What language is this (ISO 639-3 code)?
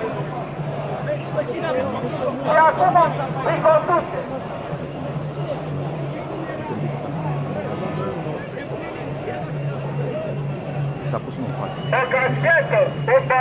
ron